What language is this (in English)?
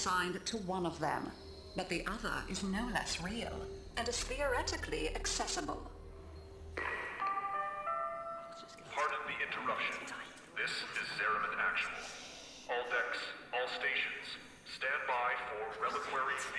English